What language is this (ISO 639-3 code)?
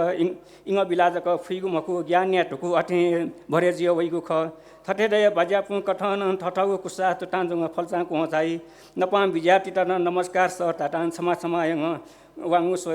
new